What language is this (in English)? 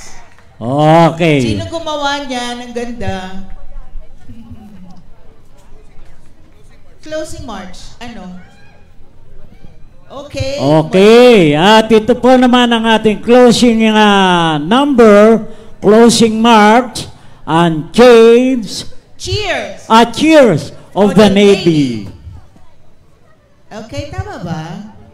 Filipino